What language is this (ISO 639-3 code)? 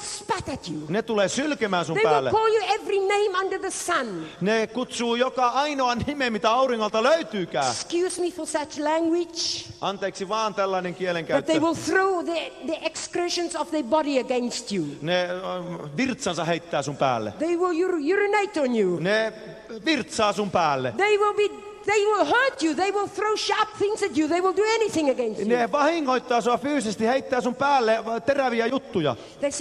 fin